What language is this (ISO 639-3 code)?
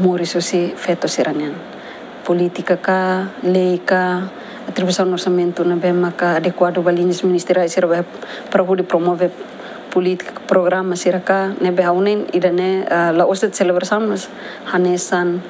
tet